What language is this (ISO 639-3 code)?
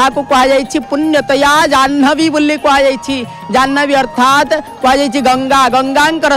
ori